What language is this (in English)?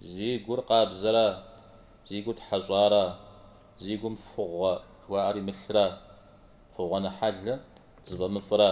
Kabardian